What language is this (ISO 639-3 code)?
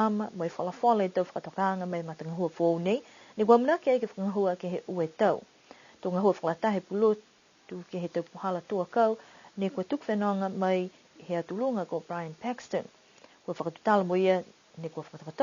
niu